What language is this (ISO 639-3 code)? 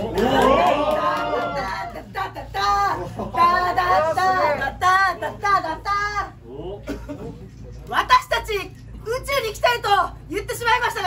jpn